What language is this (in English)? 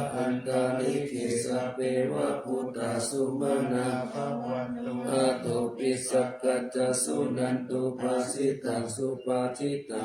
Pali